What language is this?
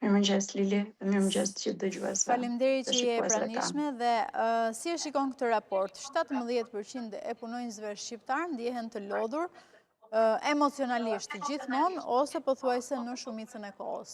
Albanian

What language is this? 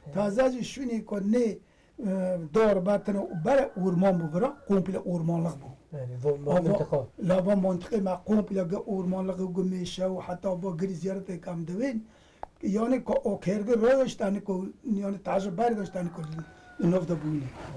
Kurdish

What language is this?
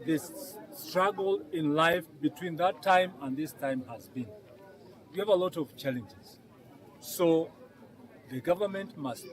Kamba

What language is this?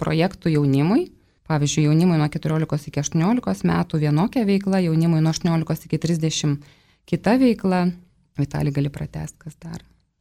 Lithuanian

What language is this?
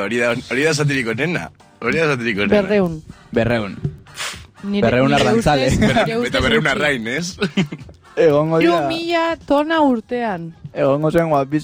Basque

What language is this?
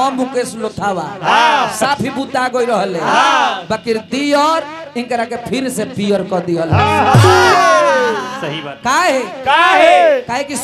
Bhojpuri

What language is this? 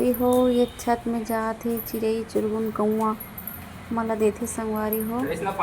Chhattisgarhi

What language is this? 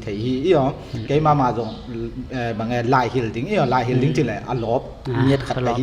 Tedim Chin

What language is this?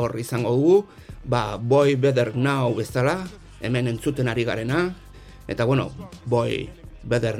Basque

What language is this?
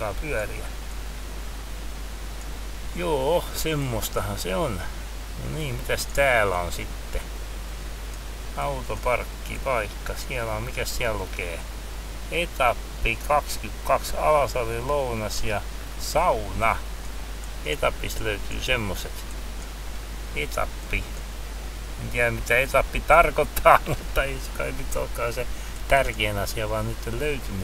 Finnish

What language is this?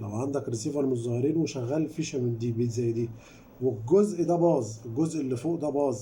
Egyptian Arabic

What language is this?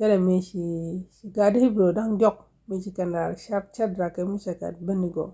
Nuer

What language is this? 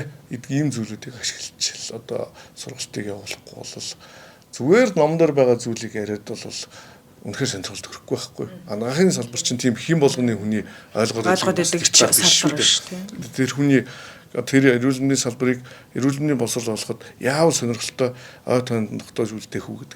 Mongolian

